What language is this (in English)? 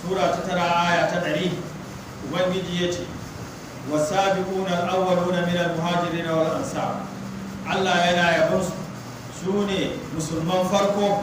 Hausa